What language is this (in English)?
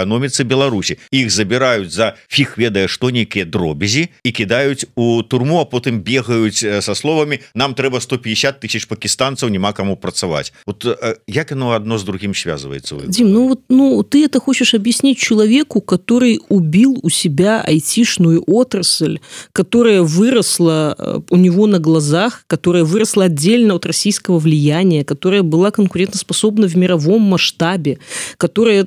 Belarusian